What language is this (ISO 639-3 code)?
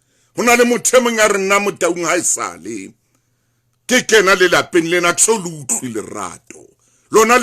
sot